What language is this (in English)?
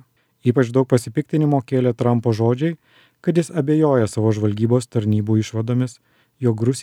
Lithuanian